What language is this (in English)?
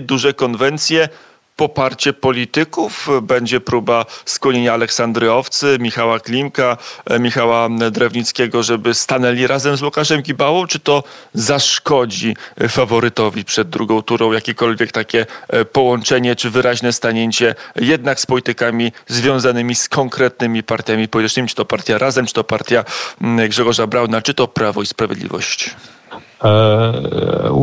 Polish